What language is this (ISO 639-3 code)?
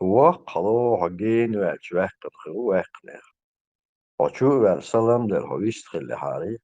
che